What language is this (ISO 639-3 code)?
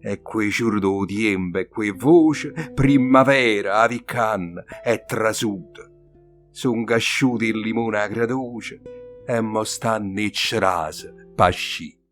nap